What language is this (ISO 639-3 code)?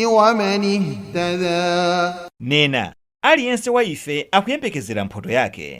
nya